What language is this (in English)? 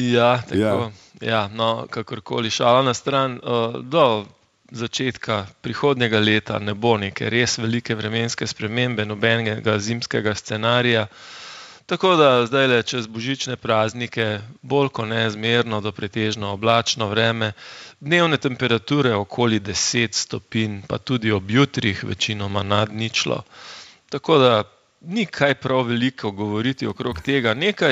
Slovenian